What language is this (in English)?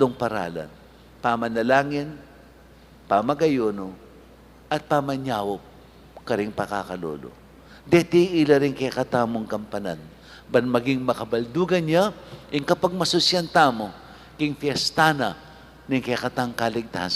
Pampanga